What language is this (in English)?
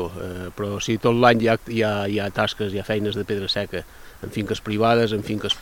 Catalan